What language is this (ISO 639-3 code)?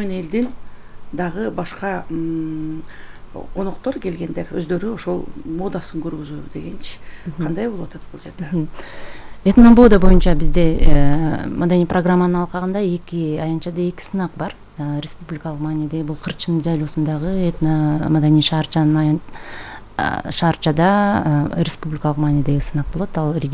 kir